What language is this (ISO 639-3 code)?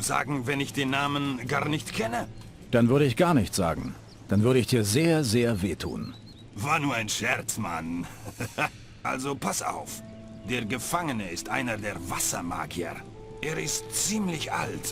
bar